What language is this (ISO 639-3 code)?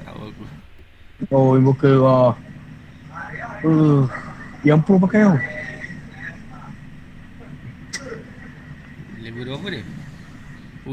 msa